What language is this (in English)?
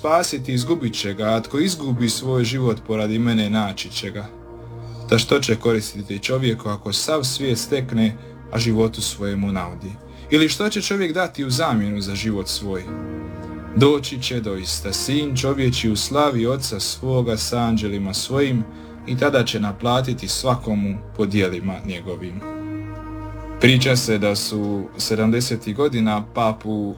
Croatian